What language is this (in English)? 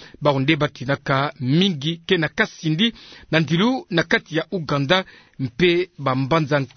Kituba (Democratic Republic of Congo)